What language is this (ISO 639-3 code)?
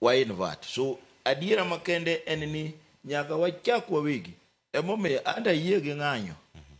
luo